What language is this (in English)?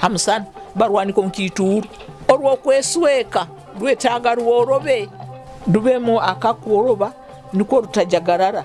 Nyoro